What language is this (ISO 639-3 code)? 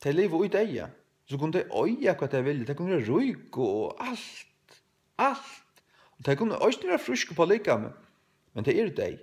fao